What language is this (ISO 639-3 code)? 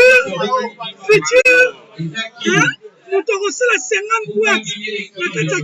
lin